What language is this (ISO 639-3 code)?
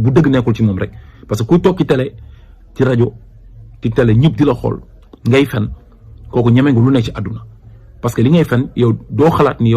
wol